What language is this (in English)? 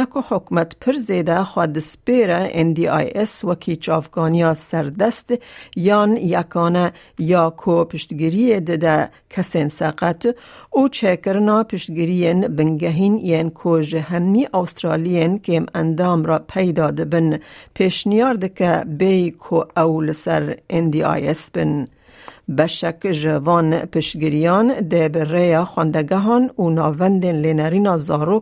Kurdish